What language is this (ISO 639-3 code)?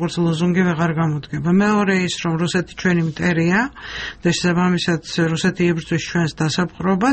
kat